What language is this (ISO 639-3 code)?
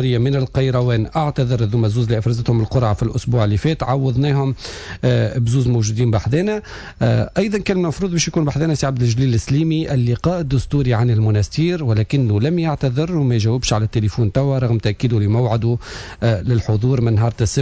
aeb